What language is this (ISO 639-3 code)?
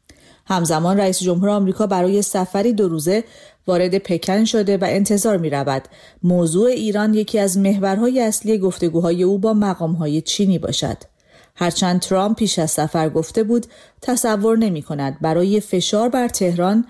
fas